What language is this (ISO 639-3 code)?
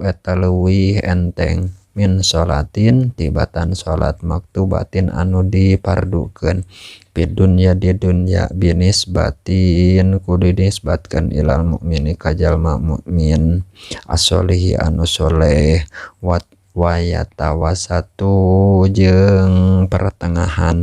sun